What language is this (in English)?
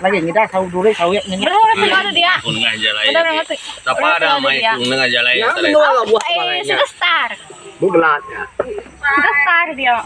Iban